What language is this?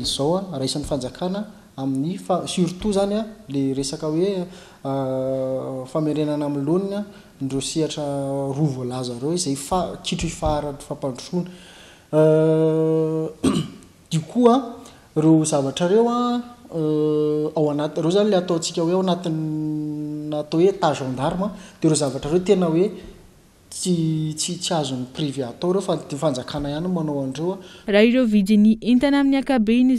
Malagasy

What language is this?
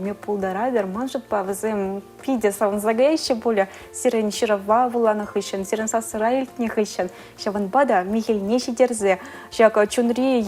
Chuvash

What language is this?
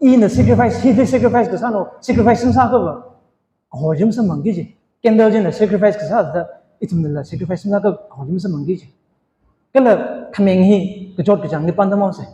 Tangkhul Naga (India)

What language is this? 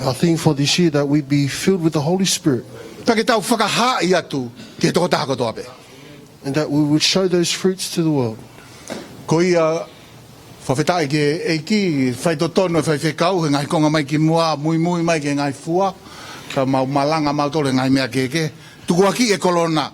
Tongan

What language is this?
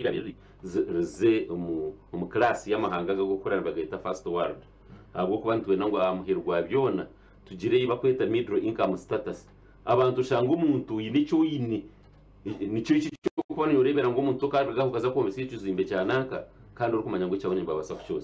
Nyankole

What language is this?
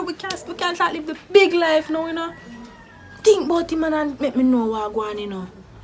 Jamaican Creole English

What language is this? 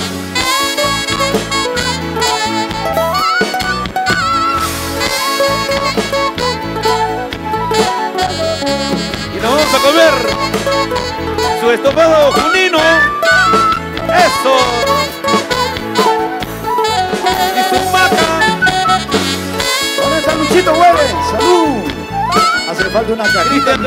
Spanish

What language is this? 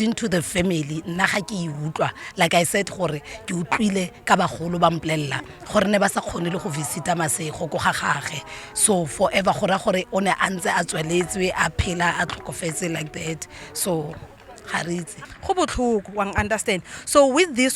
Tswana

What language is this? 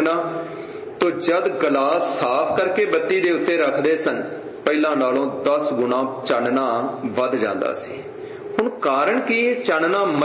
Punjabi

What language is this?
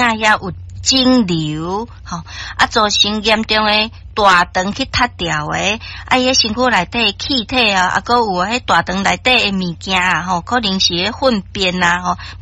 Min Nan Chinese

